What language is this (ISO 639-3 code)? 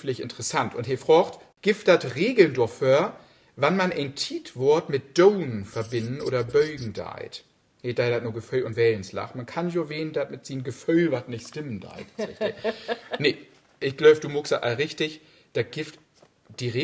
nds